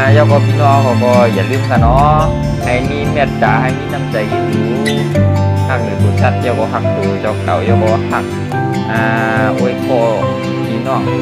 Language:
Shan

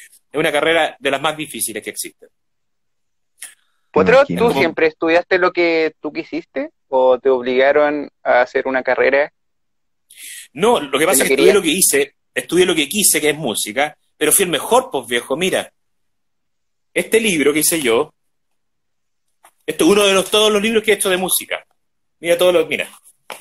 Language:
Spanish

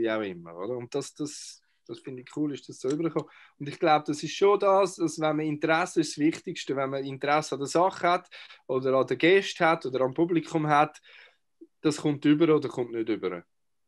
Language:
Swiss German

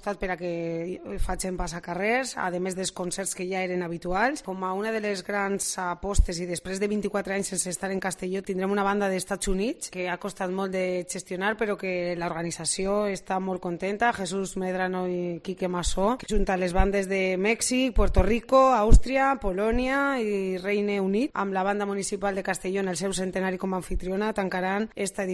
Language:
Catalan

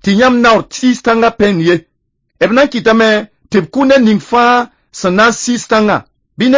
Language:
Mossi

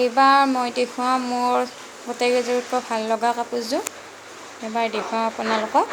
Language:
Assamese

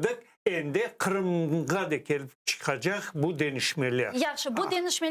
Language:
Crimean Tatar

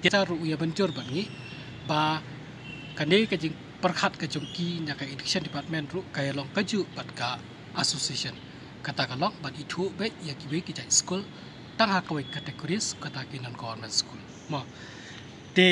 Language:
Khasi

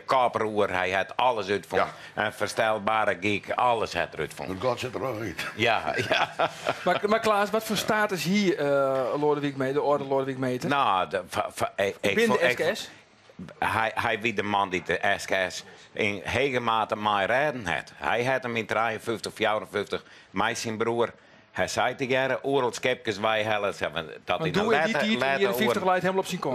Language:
Western Frisian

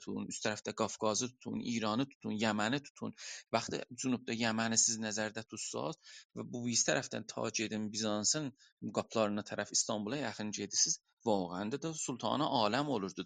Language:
South Azerbaijani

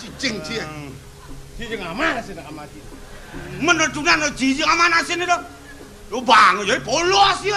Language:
Balinese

